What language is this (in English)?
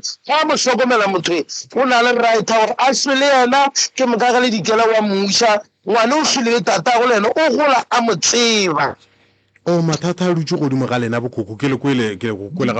Northern Sotho